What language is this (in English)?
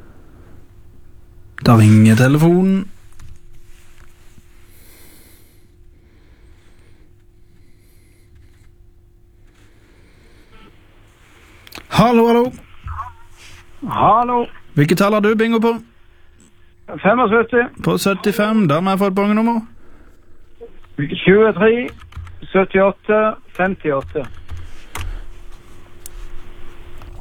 Norwegian